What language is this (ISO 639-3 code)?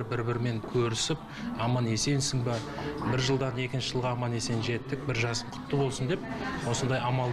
kaz